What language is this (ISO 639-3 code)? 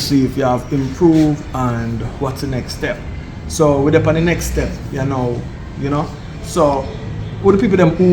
jam